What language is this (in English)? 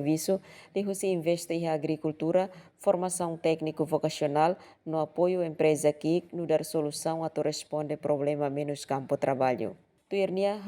Tetum